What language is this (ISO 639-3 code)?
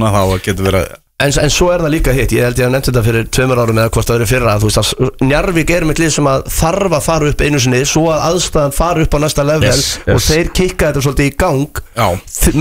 isl